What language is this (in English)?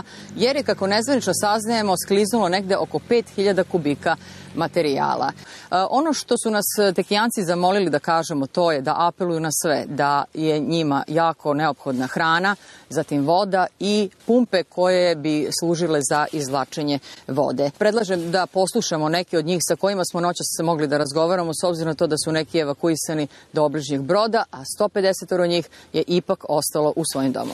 Serbian